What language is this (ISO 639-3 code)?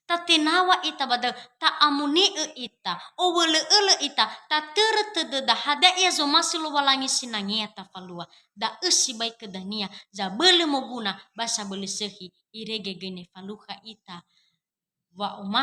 nia